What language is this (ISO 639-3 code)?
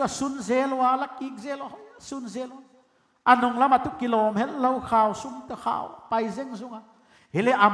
pck